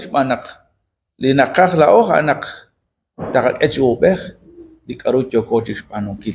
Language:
Kekchí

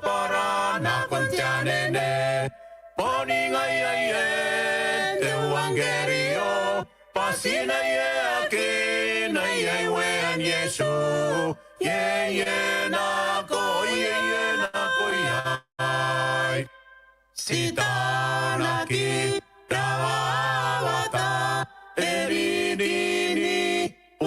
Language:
Gilbertese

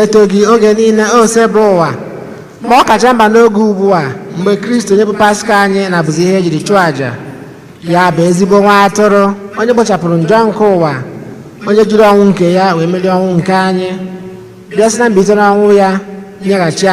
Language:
Igbo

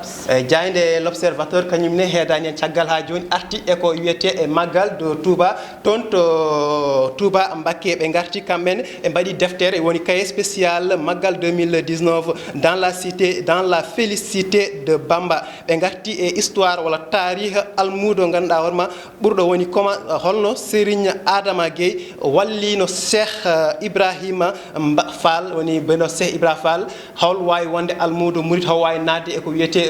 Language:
Fula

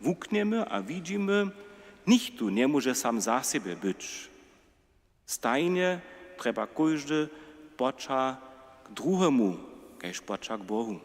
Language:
Upper Sorbian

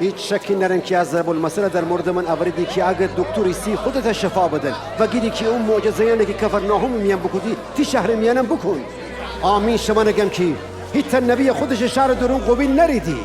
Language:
Gilaki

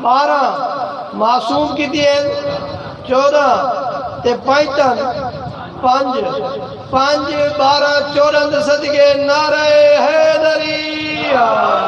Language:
Saraiki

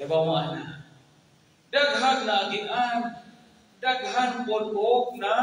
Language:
Cebuano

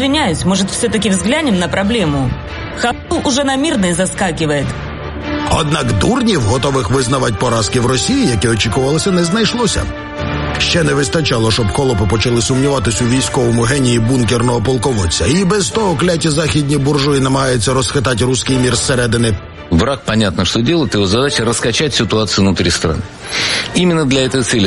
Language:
Ukrainian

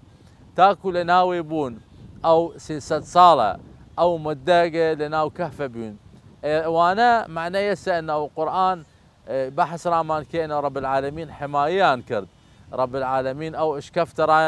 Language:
Southern Kurdish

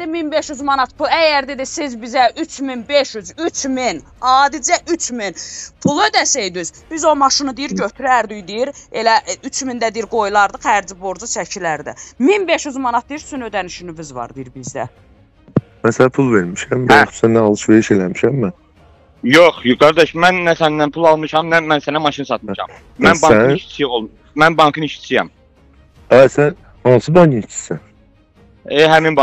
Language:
Azerbaijani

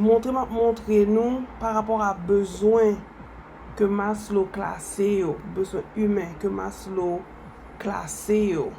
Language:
Haitian Creole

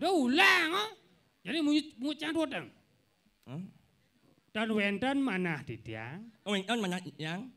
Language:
Balinese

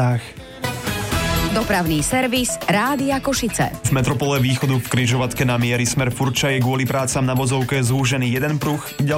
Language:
Slovak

